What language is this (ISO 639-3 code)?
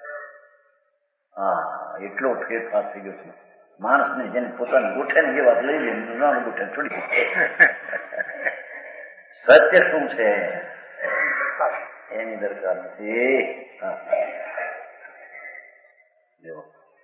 guj